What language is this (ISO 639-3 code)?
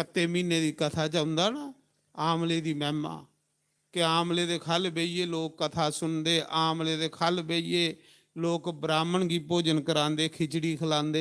doi